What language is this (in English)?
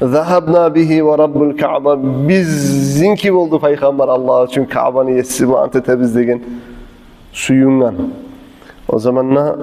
Kumyk